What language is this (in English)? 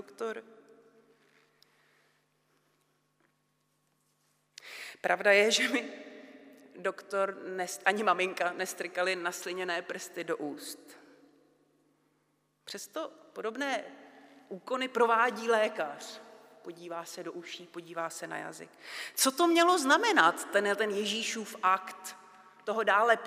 Czech